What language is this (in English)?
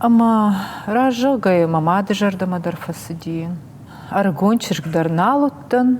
Ossetic